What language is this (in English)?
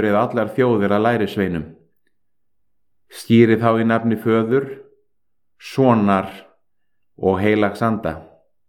Icelandic